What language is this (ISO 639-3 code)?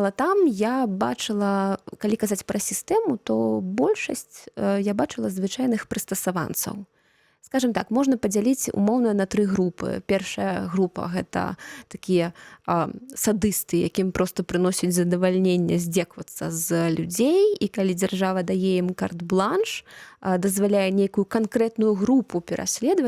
bel